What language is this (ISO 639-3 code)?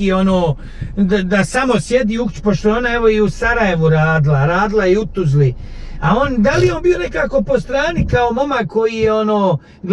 bos